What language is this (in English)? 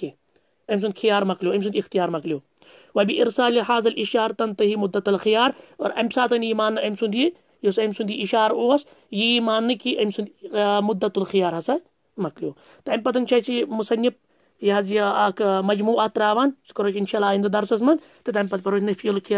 Kashmiri